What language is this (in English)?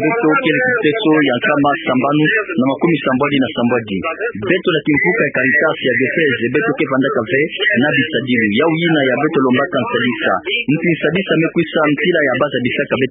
Kituba (Democratic Republic of Congo)